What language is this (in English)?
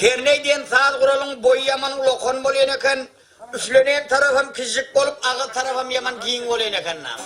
Turkmen